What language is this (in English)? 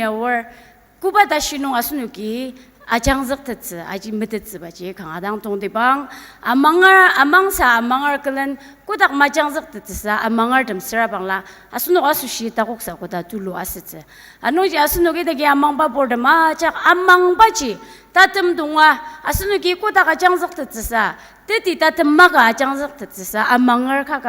Ao Naga